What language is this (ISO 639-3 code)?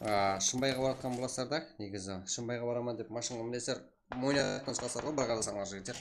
kaa